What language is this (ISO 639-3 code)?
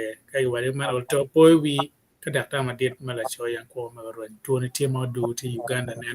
ach